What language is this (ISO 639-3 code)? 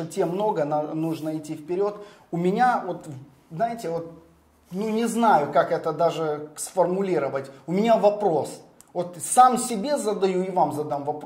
rus